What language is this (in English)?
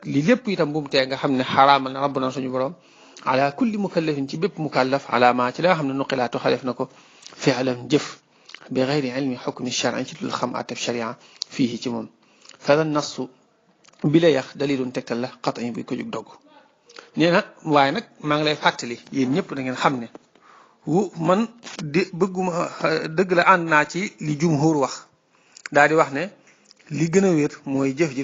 Wolof